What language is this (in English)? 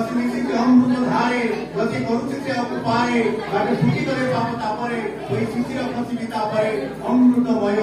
Odia